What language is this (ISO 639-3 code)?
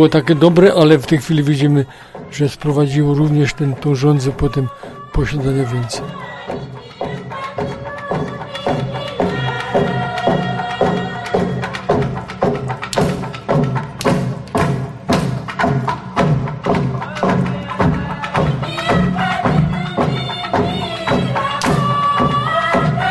pol